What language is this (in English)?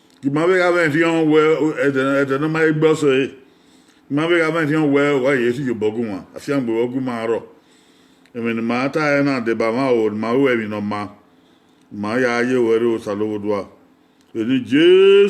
Bini